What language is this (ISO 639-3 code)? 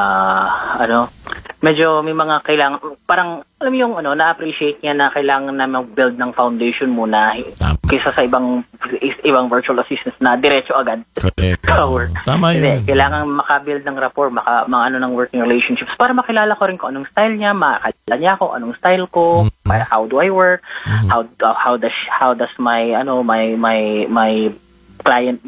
fil